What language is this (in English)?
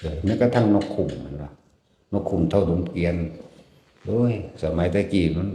Northeastern Thai